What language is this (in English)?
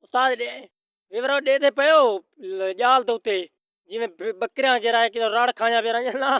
Saraiki